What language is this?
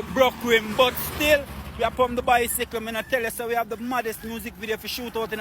Jamaican Creole English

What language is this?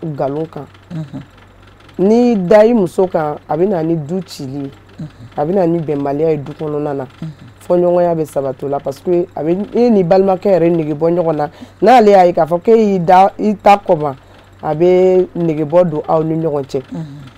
Bambara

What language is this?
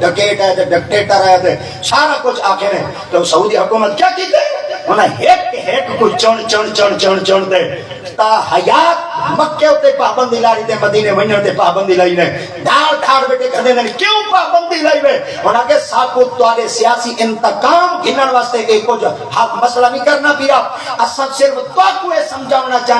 Saraiki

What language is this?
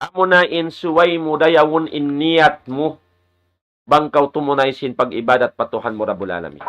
Tausug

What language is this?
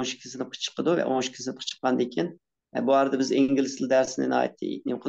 Uyghur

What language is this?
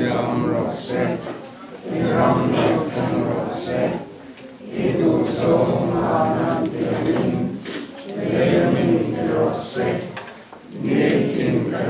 Mizo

